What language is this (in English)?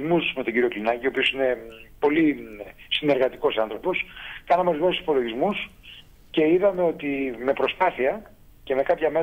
Greek